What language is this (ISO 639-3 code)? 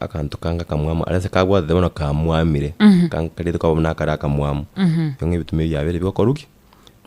guz